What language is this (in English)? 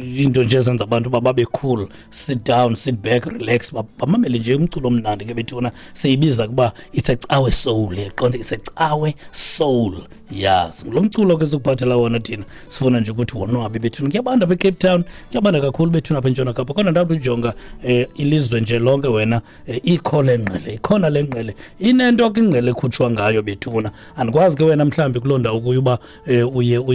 Xhosa